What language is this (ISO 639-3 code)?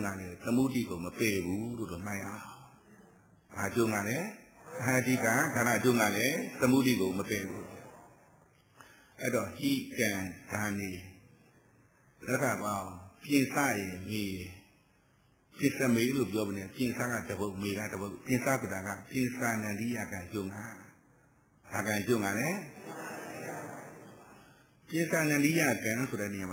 mya